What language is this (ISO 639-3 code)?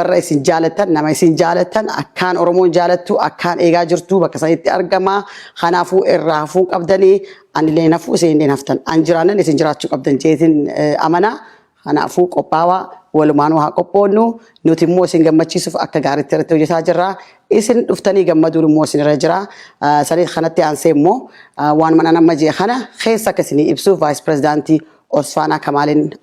orm